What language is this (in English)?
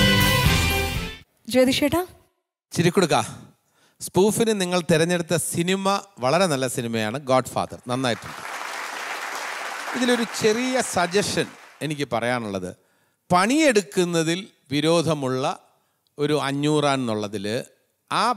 Malayalam